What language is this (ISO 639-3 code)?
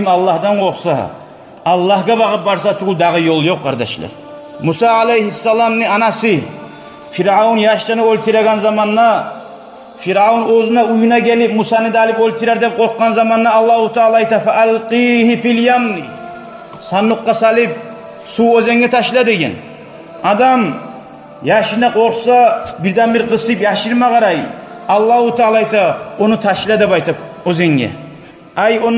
kum